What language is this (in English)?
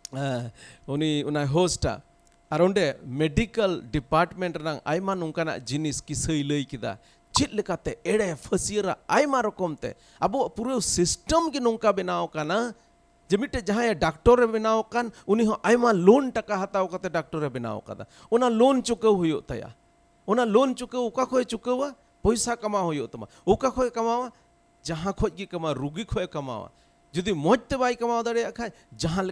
Santali